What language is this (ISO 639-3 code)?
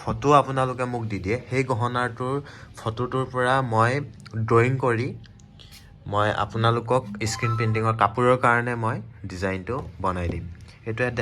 asm